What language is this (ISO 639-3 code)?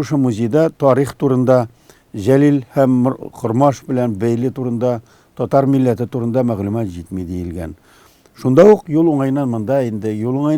tat